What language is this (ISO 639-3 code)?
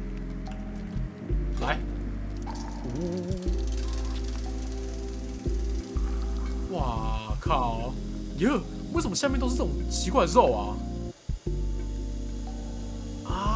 zho